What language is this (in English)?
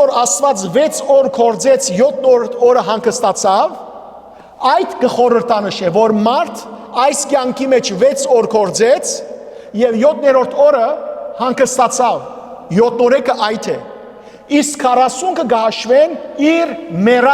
Western Armenian